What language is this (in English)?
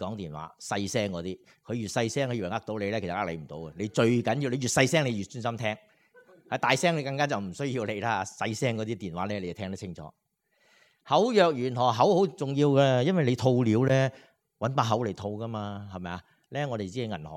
Cantonese